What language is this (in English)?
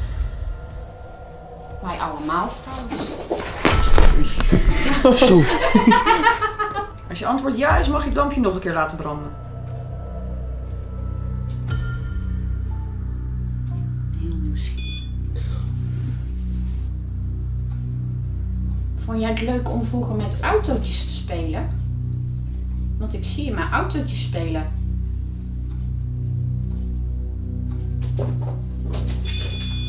Dutch